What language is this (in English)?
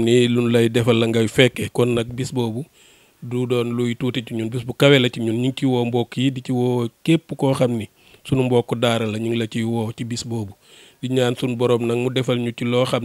Wolof